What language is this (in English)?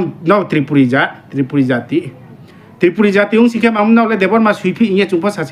Riang (India)